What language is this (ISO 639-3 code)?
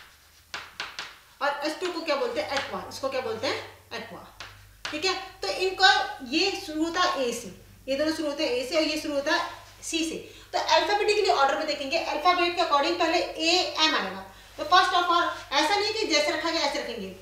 hin